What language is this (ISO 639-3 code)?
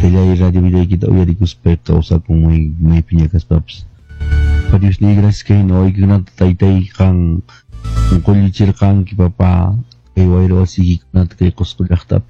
que